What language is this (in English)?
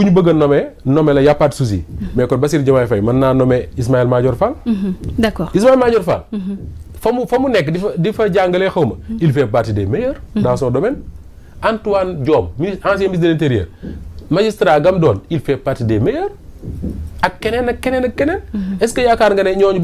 Wolof